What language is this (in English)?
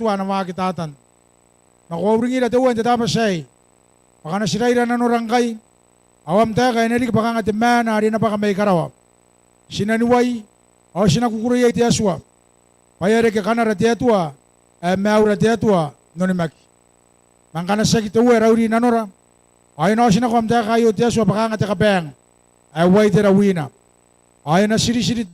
Gilbertese